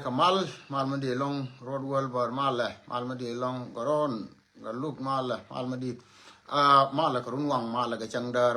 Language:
Nuer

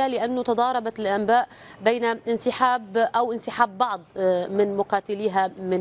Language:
Arabic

